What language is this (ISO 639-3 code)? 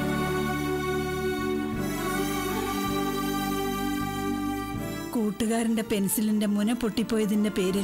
mal